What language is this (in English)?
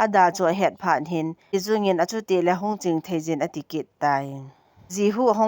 Thado Chin